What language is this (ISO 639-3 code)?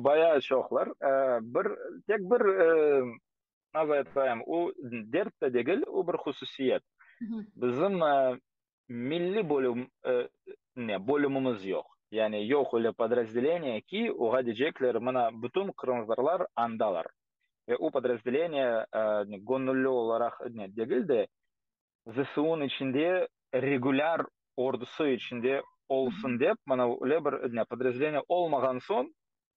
crh